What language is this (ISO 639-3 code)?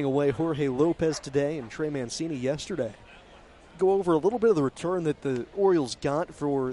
eng